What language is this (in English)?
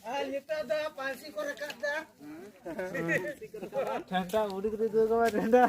Santali